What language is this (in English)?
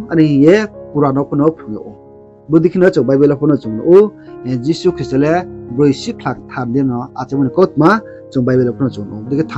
Riang (India)